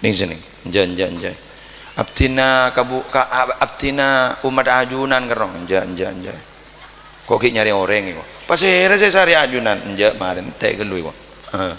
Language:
Madurese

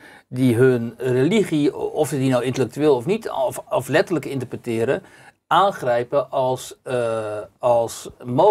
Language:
Dutch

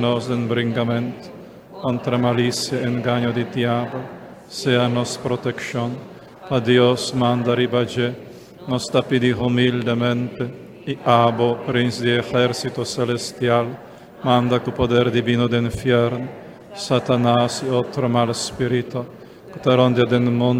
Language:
Papiamento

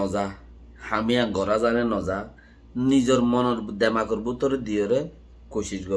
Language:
Rohingya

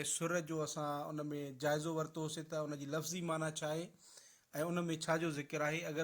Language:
Sindhi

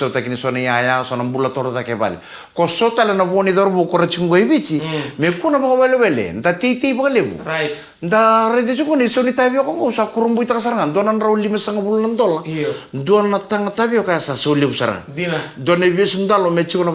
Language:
Fijian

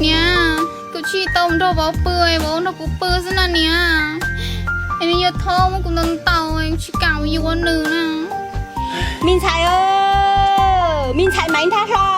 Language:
Hmong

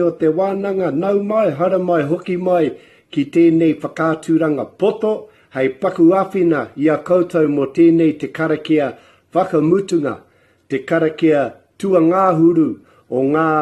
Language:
Māori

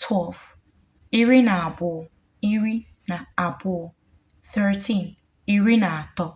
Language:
Igbo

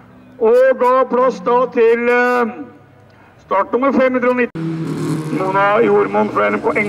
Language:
Norwegian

